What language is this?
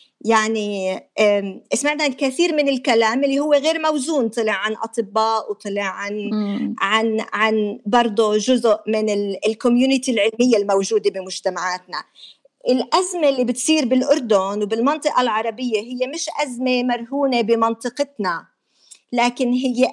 North Levantine Arabic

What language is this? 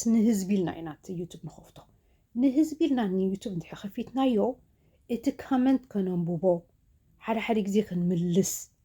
Tigrinya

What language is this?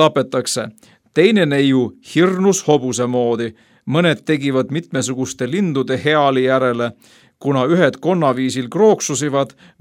Estonian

